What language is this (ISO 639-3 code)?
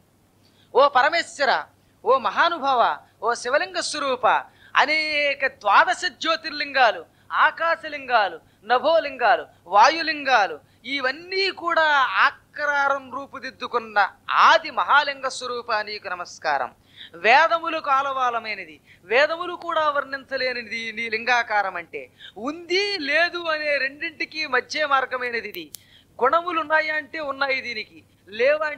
tel